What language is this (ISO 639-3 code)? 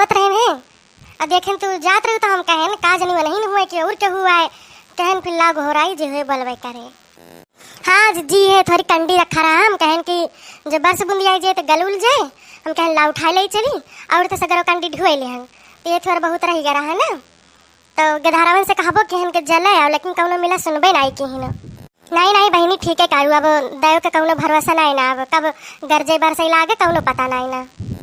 awa